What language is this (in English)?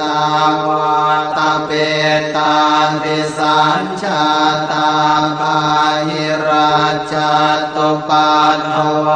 Pali